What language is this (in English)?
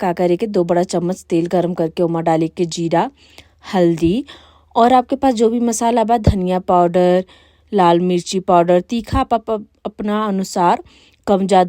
Bhojpuri